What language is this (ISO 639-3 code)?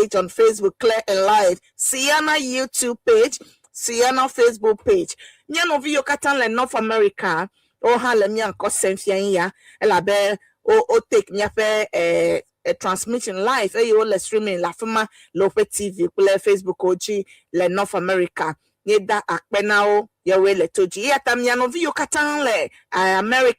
ewe